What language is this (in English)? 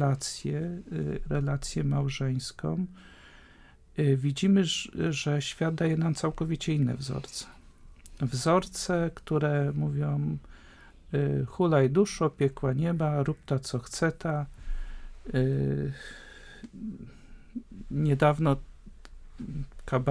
Polish